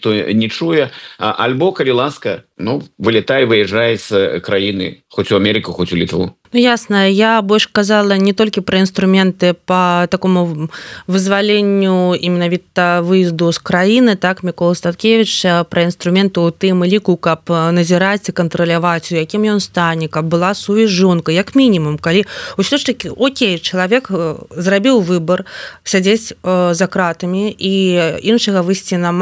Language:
Belarusian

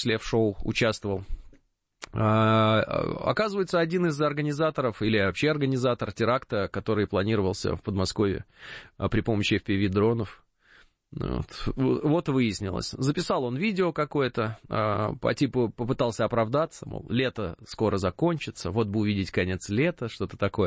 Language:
Russian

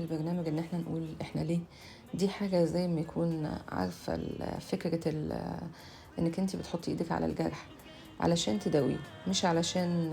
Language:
Egyptian Arabic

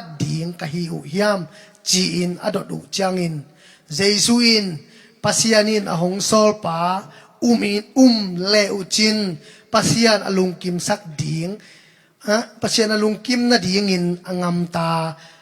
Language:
Tedim Chin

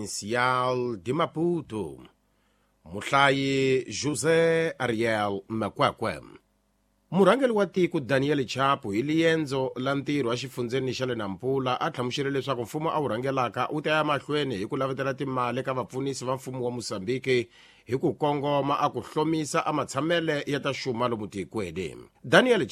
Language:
Tsonga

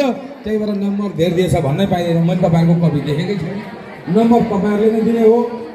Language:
Nepali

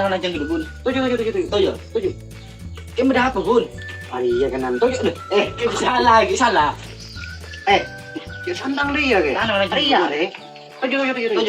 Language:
Madurese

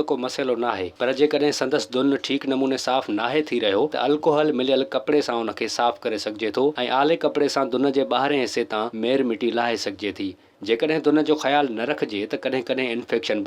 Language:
Sindhi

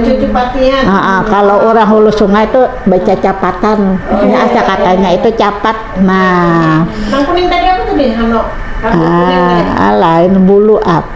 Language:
Banjar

